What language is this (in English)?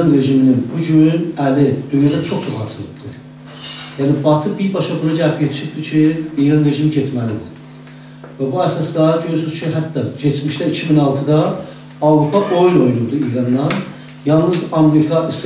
South Azerbaijani